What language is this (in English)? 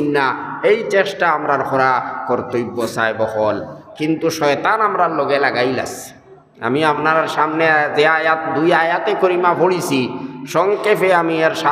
Sylheti